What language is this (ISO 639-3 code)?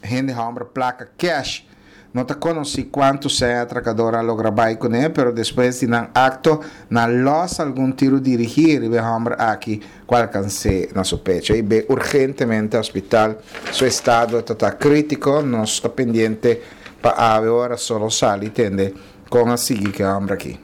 pap